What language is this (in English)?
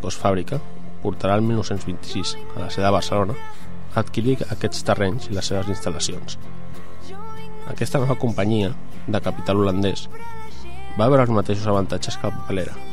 Catalan